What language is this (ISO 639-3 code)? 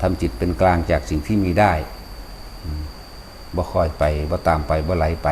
tts